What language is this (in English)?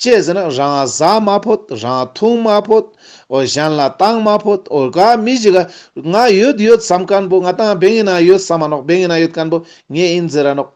Ladakhi